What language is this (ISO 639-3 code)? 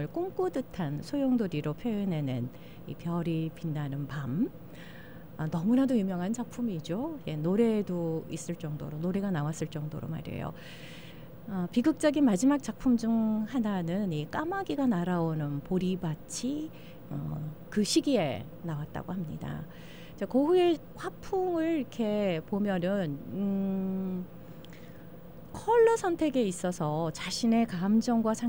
kor